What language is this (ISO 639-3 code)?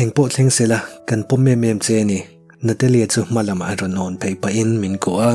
lus